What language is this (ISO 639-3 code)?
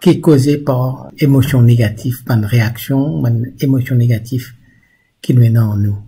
mfe